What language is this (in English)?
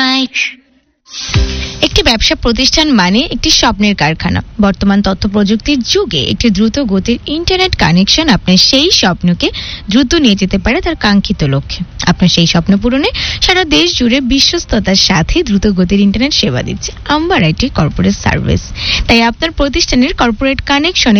Bangla